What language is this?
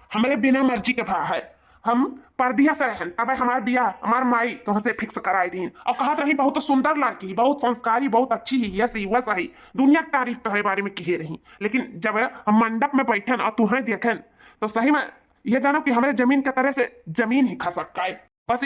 Awadhi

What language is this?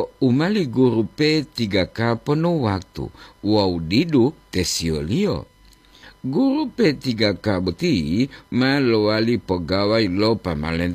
Gorontalo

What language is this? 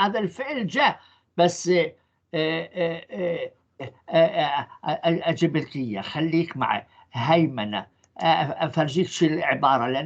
North Levantine Arabic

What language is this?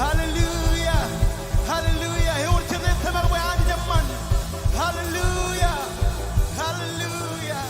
Marshallese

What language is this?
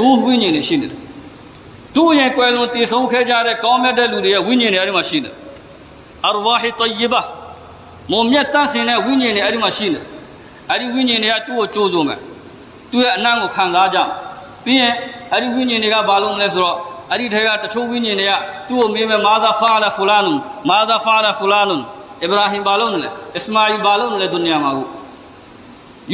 Burmese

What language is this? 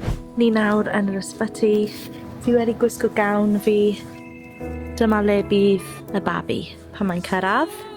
Welsh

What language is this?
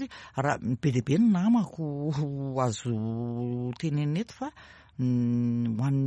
Malagasy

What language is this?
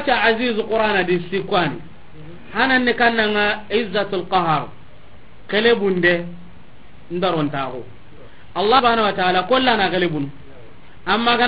Soninke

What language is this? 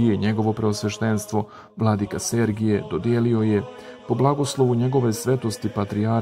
Serbian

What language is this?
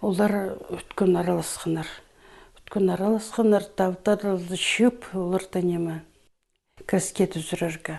Khakas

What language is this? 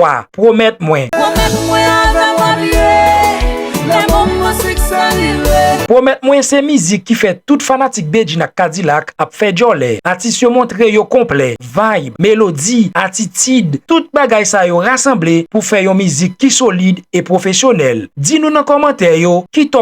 Haitian Creole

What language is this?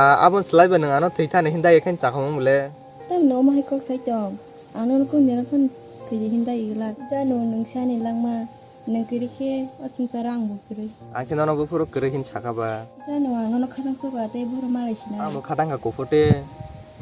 Kok Borok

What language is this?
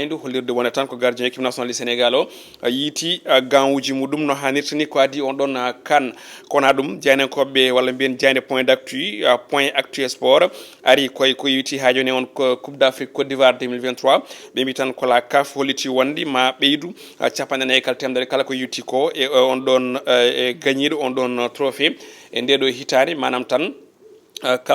Fula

